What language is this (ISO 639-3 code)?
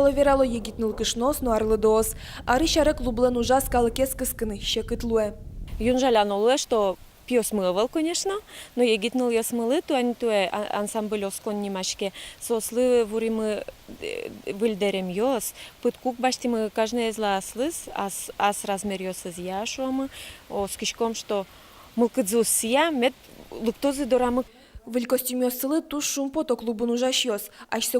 udm